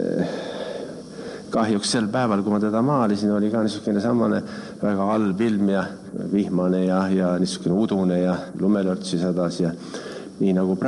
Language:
Estonian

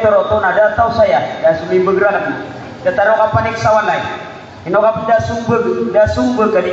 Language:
Maranao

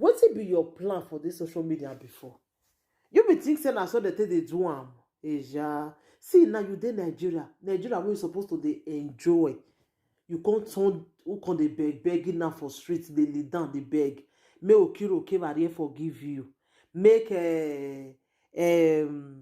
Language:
Nigerian Pidgin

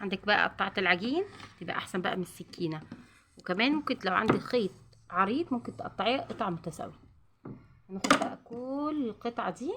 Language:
Egyptian Arabic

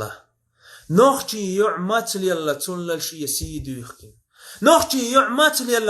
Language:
Chechen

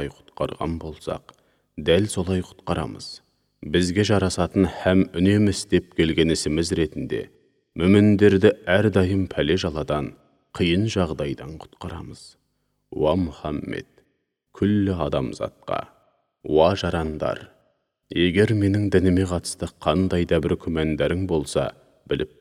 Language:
Kazakh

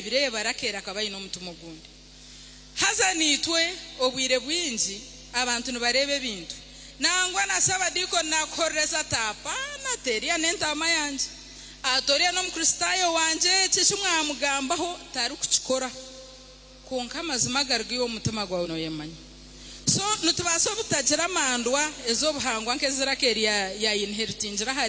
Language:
Nyankole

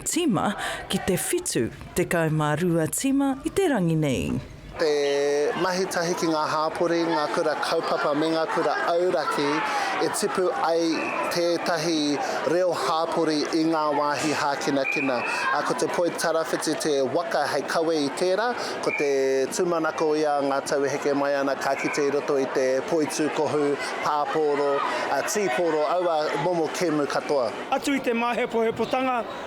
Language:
Māori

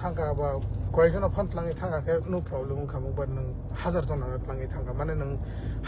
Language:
Kok Borok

